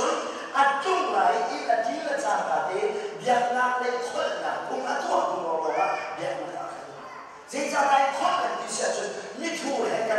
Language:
Hakha Chin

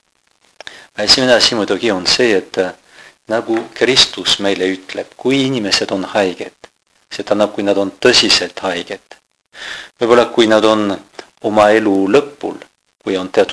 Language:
Estonian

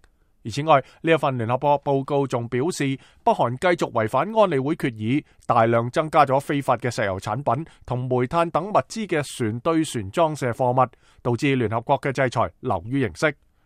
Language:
Cantonese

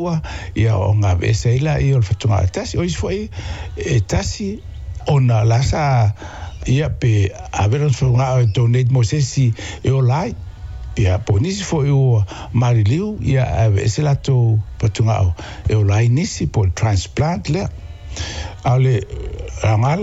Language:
Samoan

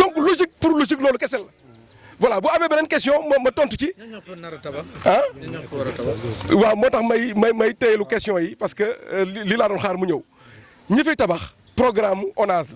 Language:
Wolof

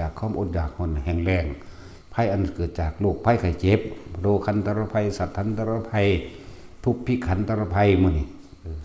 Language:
Lao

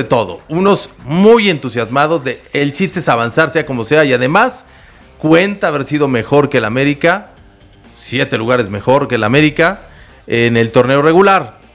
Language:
Spanish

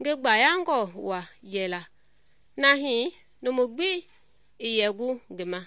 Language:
Mende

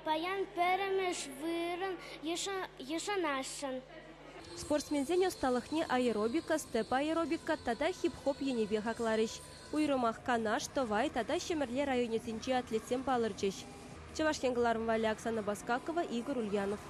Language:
Chuvash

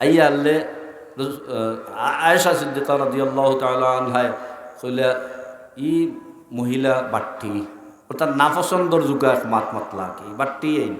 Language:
Sylheti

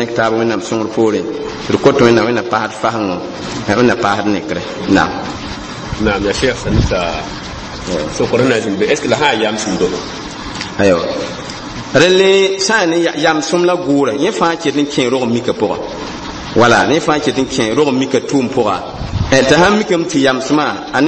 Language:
Mossi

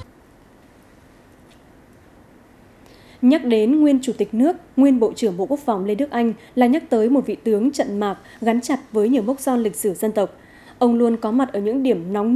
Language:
Vietnamese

